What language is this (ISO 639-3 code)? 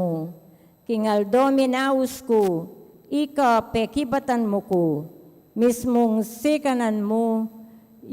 pam